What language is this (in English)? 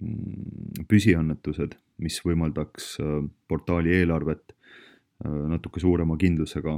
Estonian